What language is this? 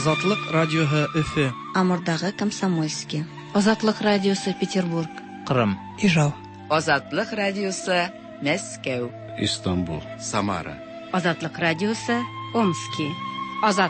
Tatar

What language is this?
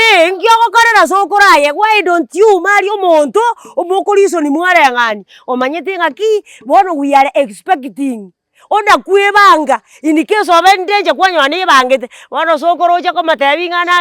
Gusii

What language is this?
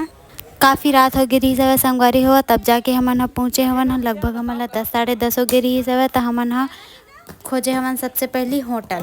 Chhattisgarhi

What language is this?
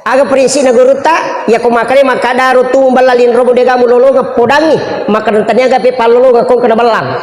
Buginese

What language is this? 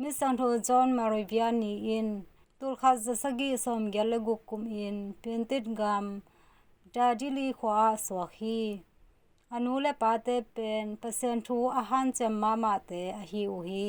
Tedim Chin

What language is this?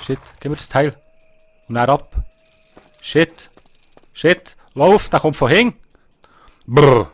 Swiss German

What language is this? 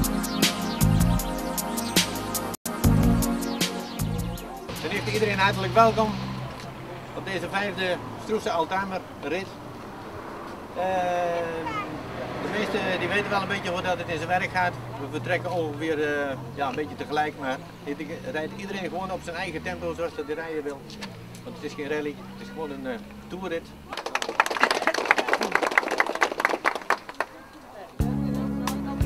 Dutch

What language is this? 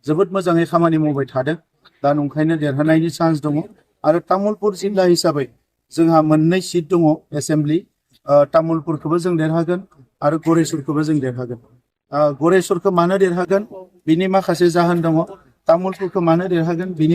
Bodo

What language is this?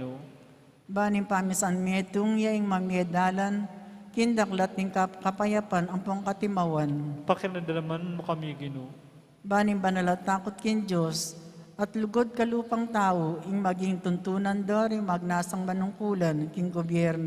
Pampanga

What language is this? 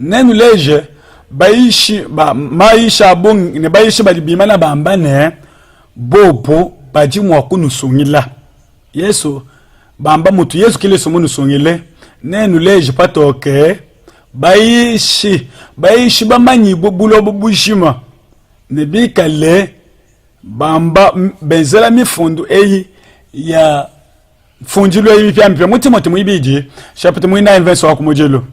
Luba-Lulua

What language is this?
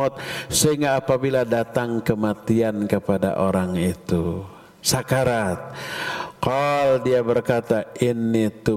Indonesian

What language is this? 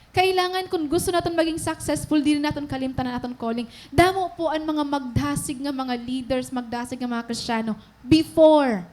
Waray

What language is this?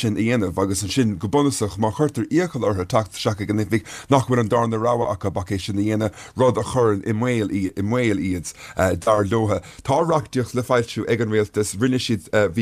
Irish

